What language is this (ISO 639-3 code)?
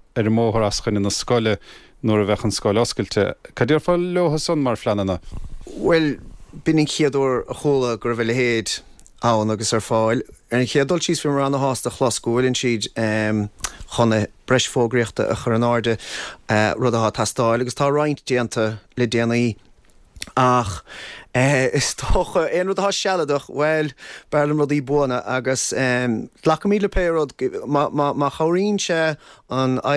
gle